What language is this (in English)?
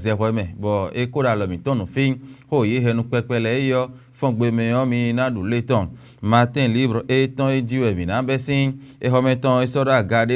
Fon